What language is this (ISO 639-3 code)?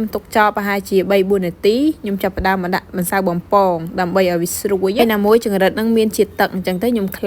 khm